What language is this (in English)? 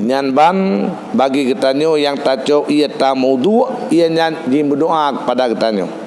Achinese